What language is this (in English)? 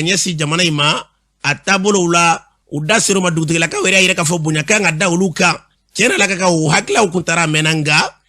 Bambara